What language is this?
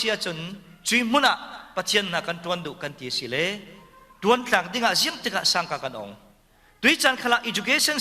Falam Chin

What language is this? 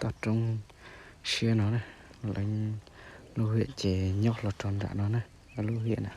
Hmong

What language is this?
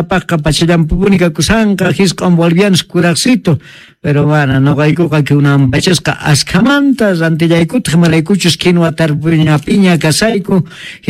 Quechua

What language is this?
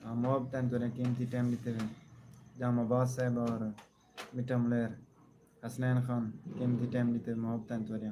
Saraiki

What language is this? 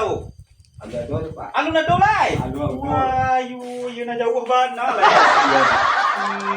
Minangkabau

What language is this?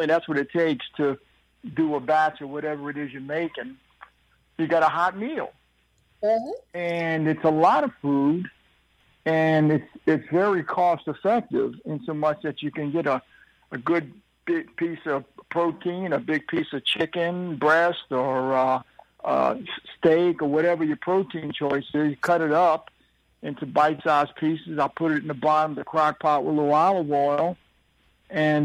English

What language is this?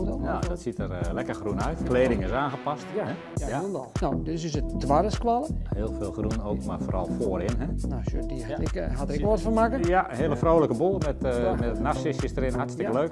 Western Frisian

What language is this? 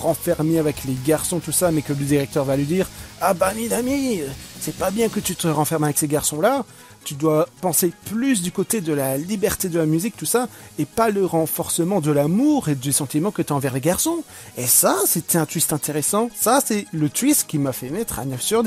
French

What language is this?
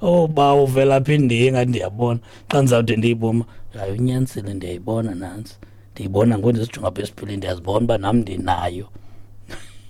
Xhosa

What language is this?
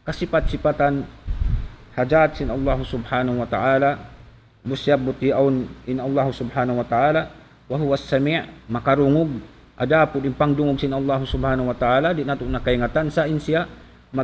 Tausug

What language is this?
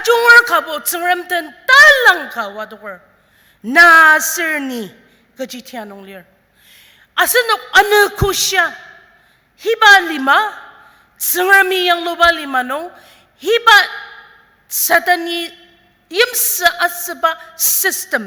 Ao Naga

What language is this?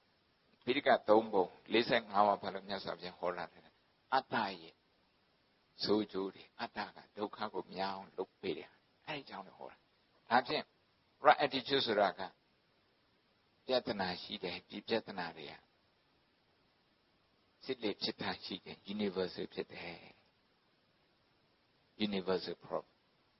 Burmese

